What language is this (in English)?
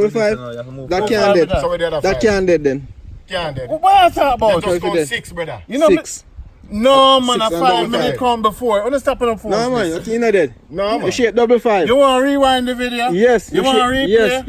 Jamaican Creole English